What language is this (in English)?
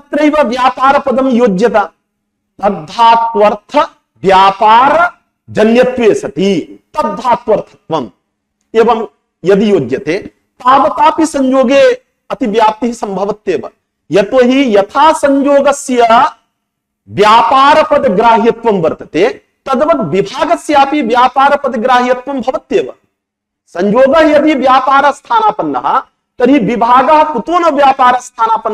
Sanskrit